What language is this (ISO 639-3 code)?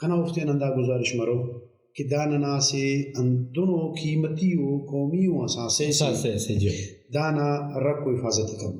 brh